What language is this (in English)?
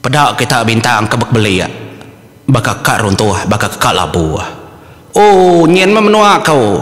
Iban